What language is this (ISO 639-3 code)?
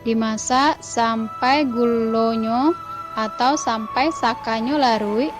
min